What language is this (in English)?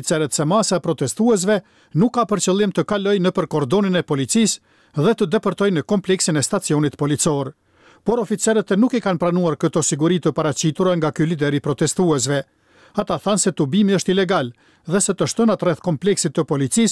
Albanian